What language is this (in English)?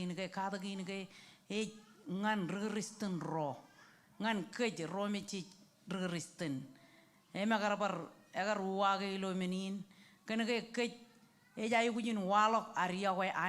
Marshallese